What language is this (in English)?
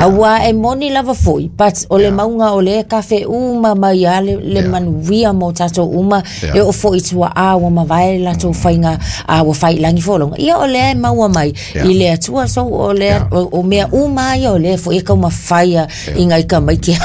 Samoan